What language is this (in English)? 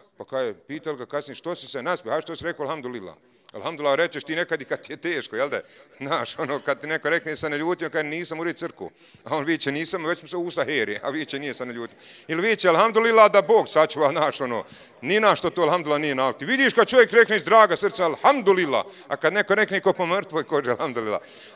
Bosnian